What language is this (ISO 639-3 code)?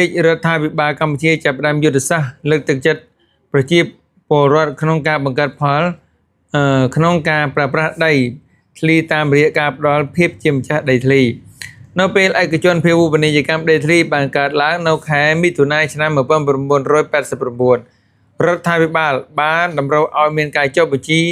khm